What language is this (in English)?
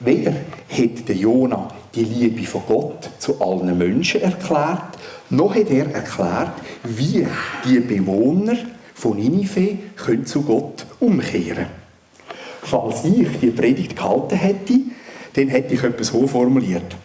Swiss German